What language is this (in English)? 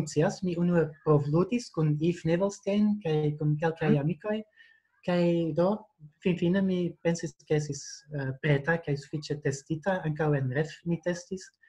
Esperanto